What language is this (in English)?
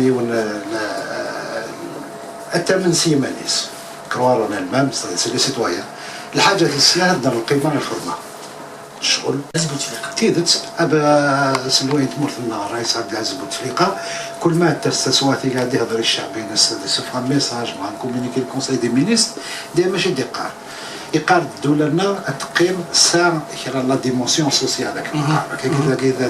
Kabyle